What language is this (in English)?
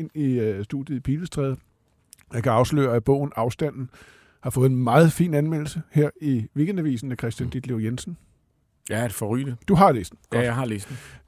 Danish